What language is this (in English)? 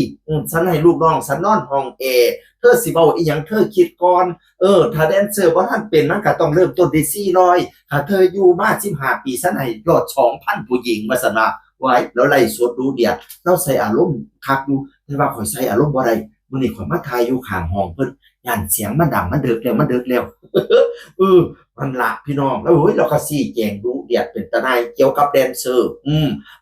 Northeastern Thai